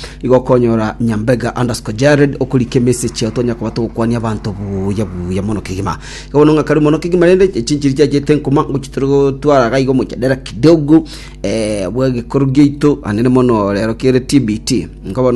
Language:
Gusii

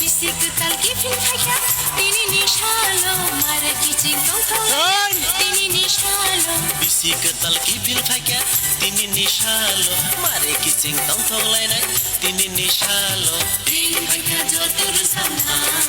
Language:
Kok Borok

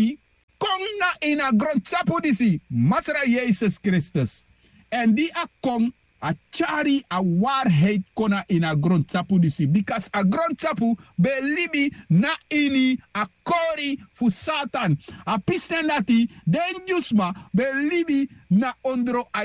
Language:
Sranan Tongo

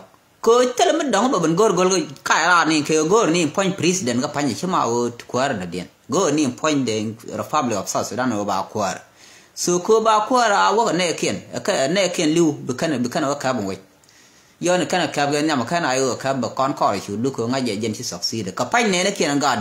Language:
Nuer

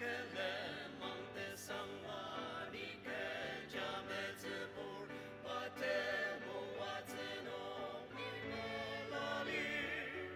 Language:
Ao Naga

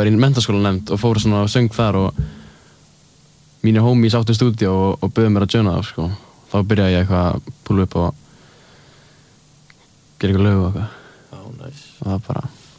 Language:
Icelandic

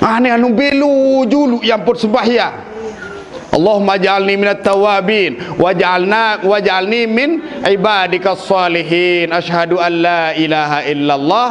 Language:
Sasak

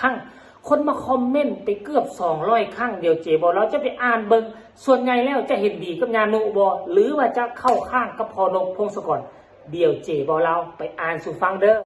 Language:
Northeastern Thai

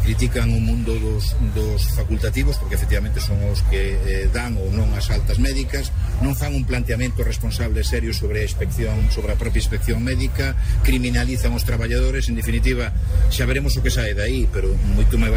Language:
Galician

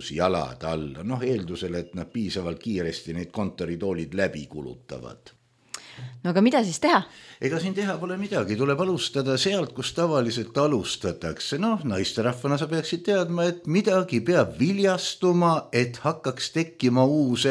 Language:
Estonian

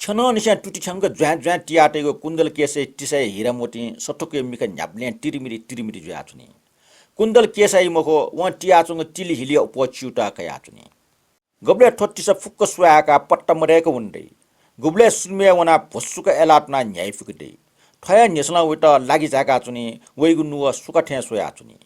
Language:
Newari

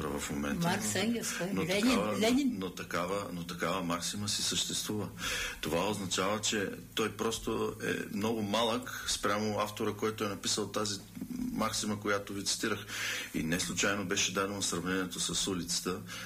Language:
Bulgarian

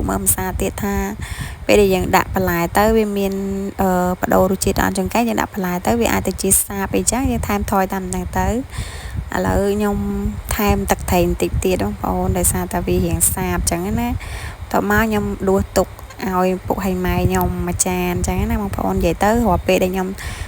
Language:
Khmer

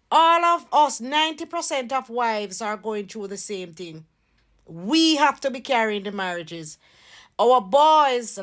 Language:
Jamaican Creole English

